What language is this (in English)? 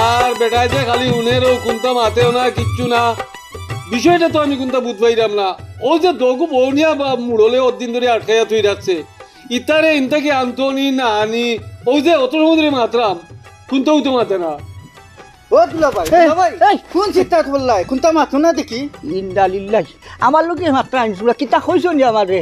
Sylheti